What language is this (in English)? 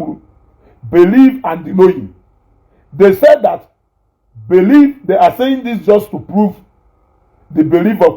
Igbo